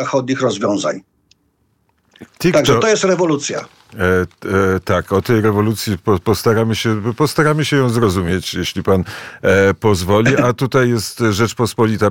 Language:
Polish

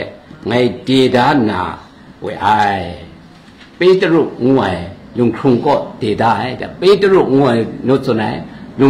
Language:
Kachin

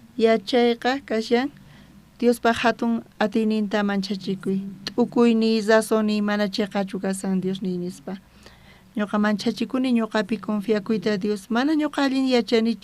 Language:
South Bolivian Quechua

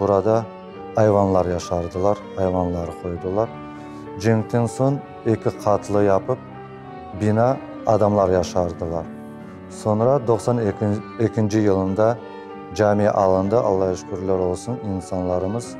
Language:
Crimean Tatar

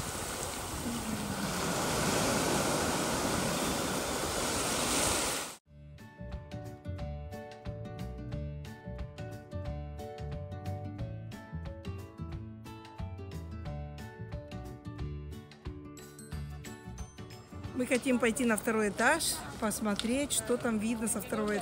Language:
Russian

